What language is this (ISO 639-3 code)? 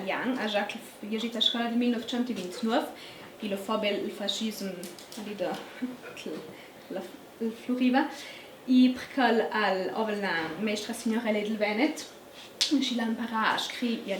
lld